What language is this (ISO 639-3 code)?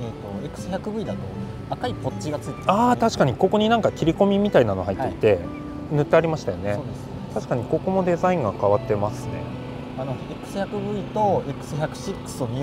jpn